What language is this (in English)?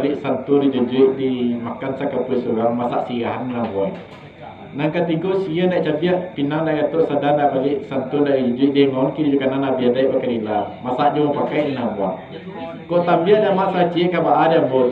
Minangkabau